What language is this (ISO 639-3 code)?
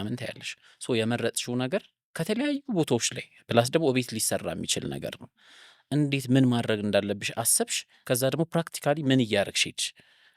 amh